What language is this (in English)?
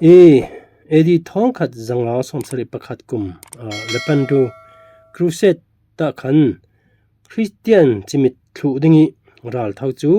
Falam Chin